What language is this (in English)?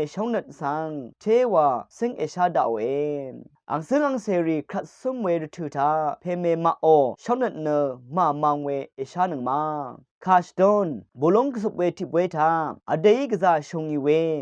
Rawang